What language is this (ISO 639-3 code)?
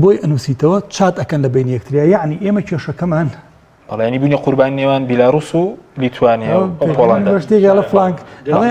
ckb